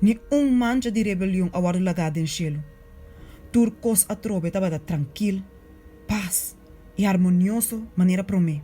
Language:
Papiamento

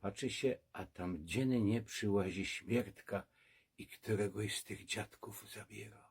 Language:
Silesian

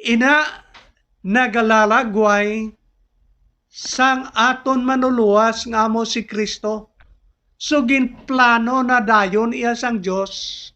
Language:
Hiligaynon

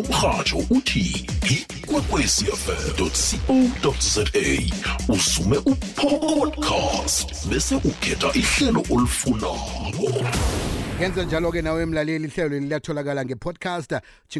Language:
South Ndebele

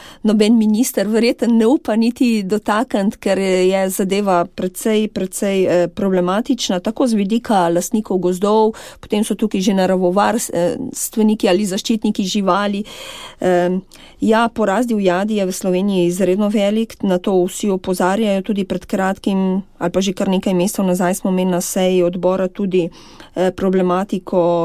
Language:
Slovenian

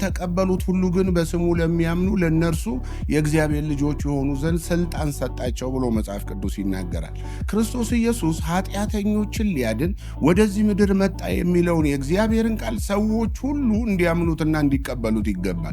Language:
Amharic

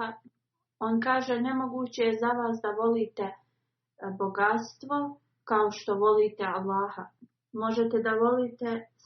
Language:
Bosnian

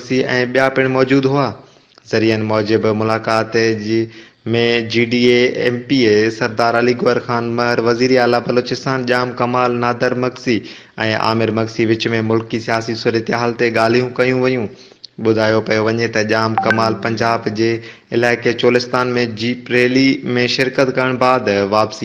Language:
Sindhi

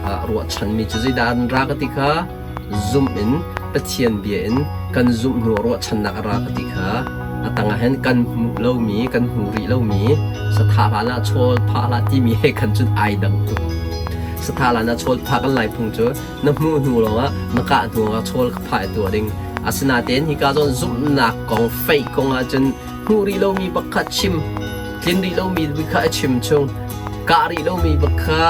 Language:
Hakha Chin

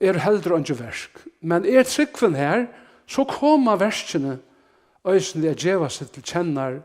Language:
Faroese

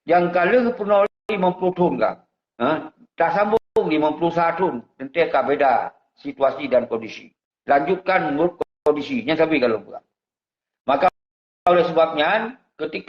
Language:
Achinese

